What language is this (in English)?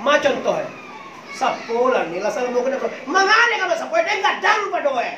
Minangkabau